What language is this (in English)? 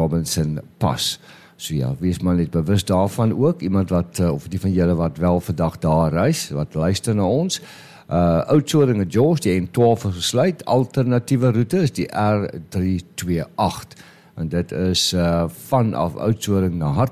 Afrikaans